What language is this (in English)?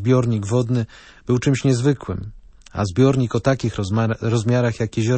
Polish